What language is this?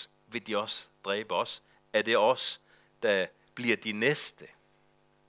Danish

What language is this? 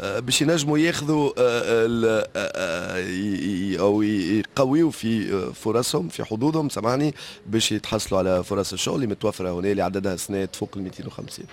Tunisian Arabic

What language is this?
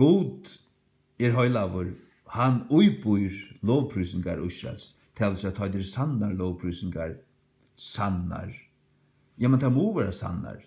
Faroese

